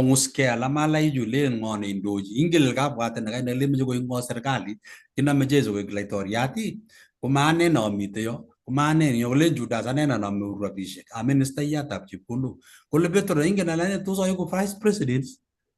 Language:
Kalenjin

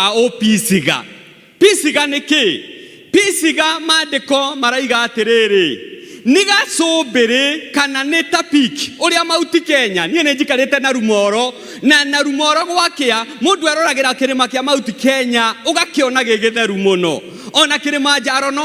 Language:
Kikuyu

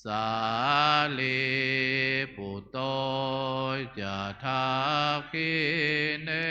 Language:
Pali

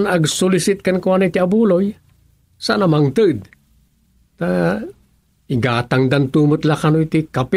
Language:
Iloko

